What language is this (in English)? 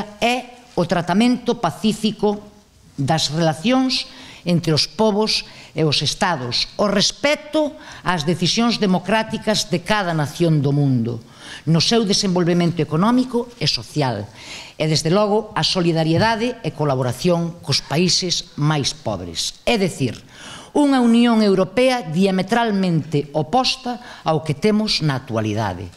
Galician